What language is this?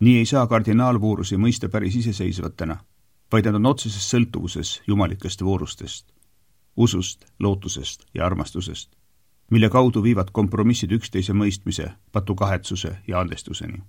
Estonian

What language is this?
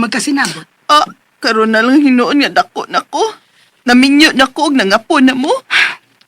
Cebuano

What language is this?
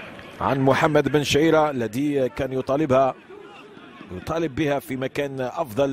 Arabic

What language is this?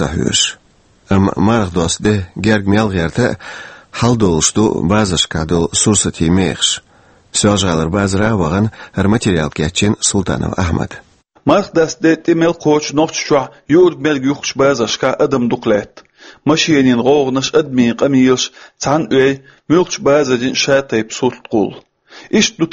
Chechen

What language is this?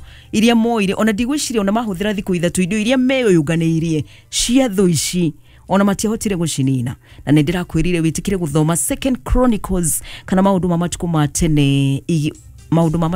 Kikuyu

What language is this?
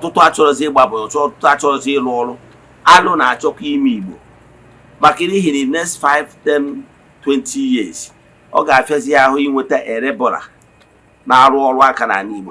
Igbo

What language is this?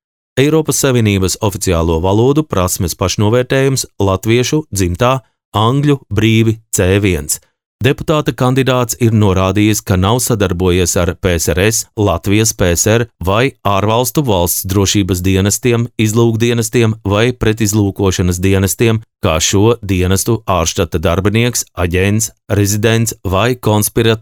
Latvian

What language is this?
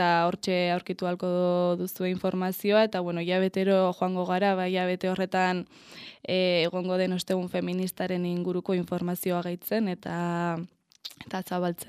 Basque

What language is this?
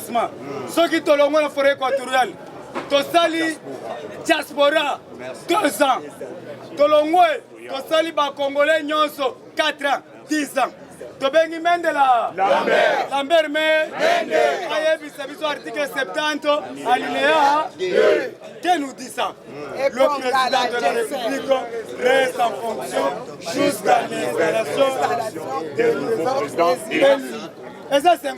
Lingala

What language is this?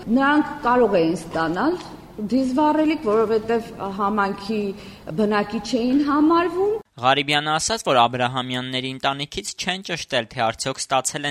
Armenian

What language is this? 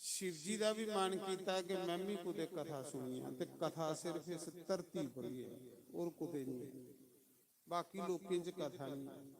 Dogri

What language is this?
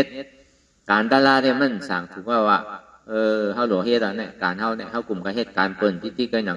Shan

